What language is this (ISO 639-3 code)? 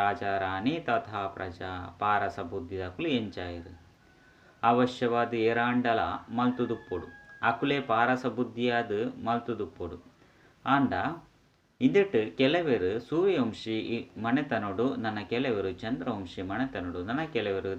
tcy